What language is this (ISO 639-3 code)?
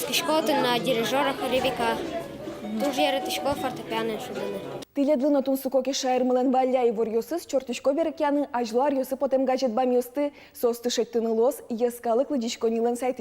udm